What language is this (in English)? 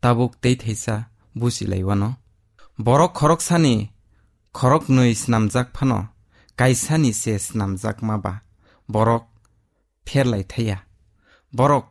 Kok Borok